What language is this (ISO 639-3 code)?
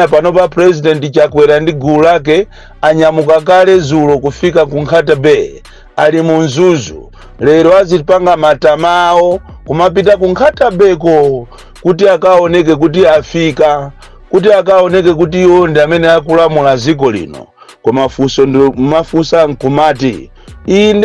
nya